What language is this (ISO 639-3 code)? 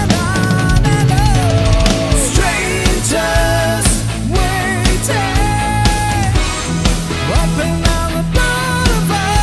eng